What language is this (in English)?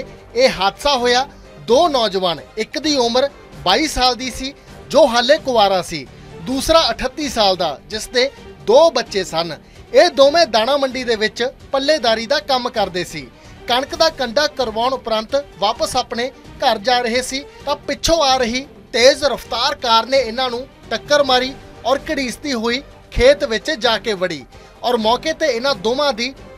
Punjabi